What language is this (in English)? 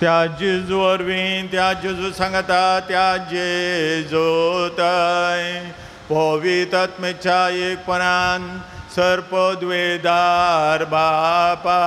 Konkani